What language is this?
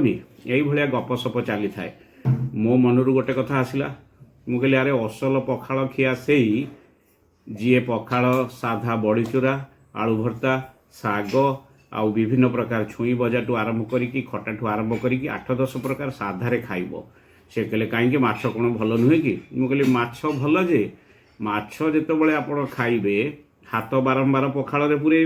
Odia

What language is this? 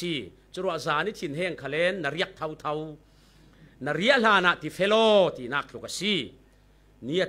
Falam Chin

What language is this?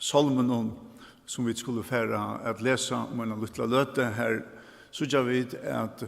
Faroese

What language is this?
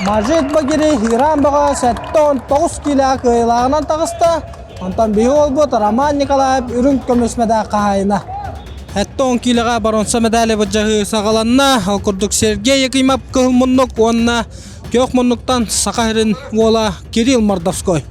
Yakut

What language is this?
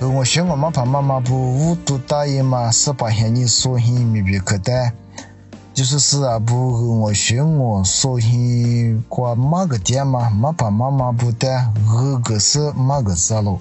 Lisu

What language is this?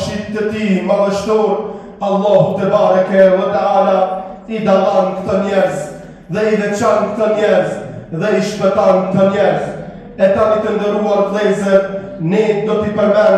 Albanian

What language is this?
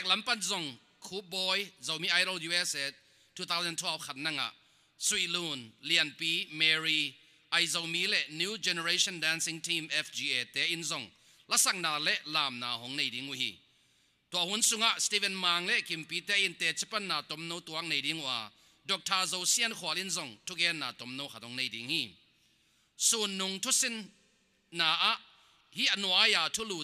Tedim Chin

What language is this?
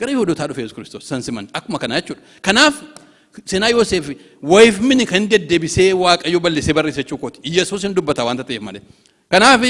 Oromo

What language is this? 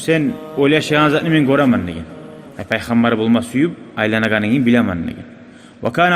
Kumyk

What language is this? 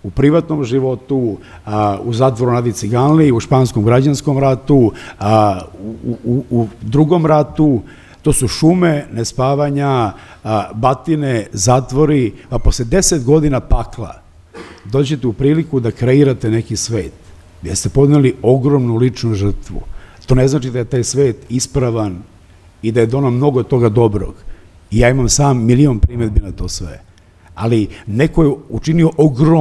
Serbian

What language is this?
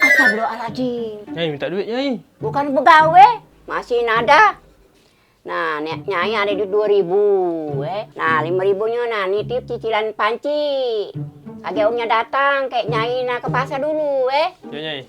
Musi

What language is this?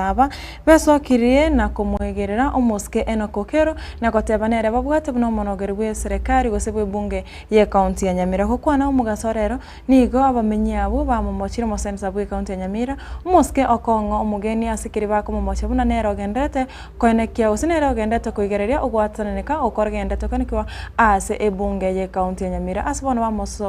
Gusii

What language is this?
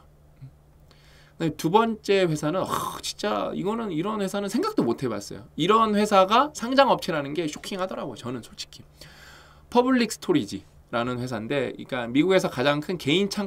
Korean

